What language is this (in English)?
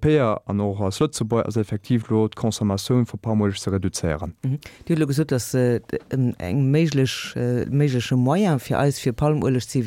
Luxembourgish